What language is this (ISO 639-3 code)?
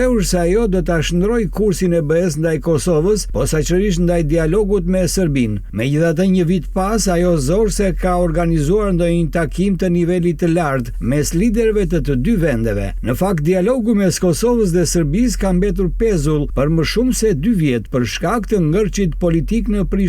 sqi